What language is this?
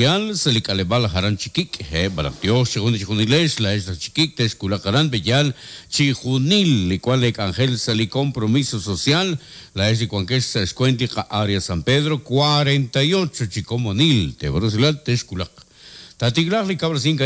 Kekchí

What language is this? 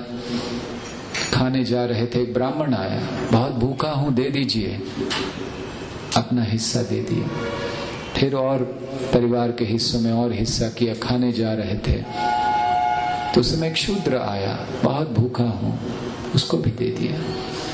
Hindi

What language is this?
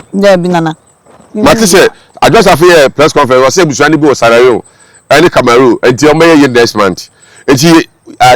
Akan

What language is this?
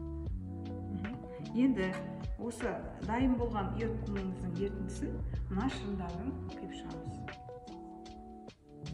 Kazakh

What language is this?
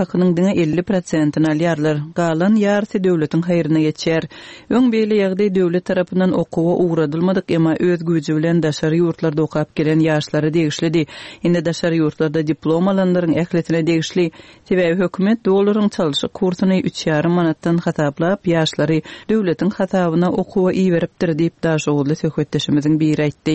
Turkmen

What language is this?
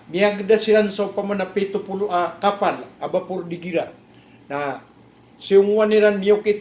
Maranao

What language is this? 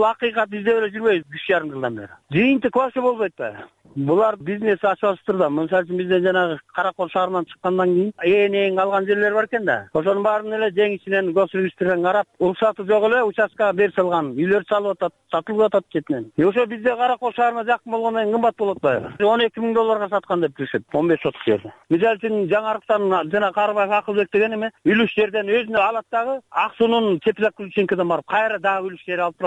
Kyrgyz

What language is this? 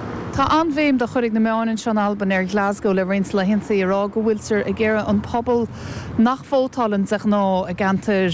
Irish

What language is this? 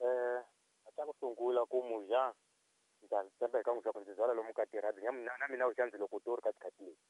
Tsonga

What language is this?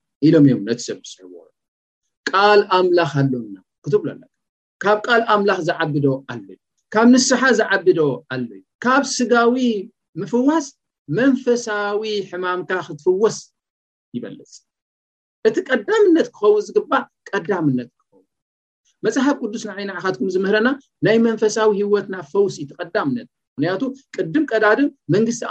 Tigrinya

